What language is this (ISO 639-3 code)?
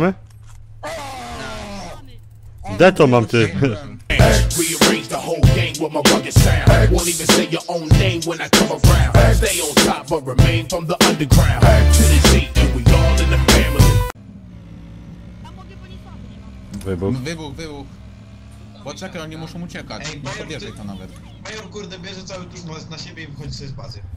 pol